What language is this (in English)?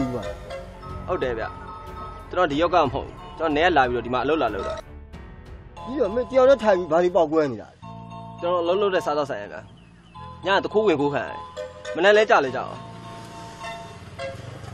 Burmese